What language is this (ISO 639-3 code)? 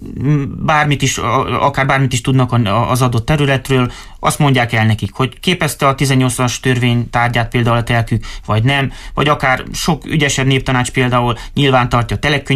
hun